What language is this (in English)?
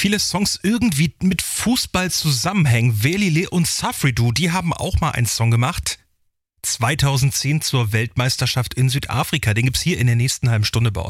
German